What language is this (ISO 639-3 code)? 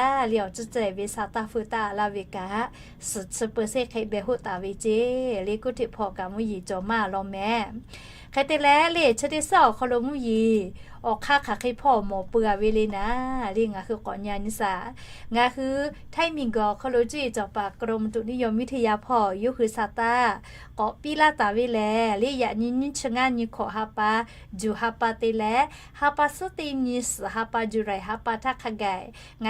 lhu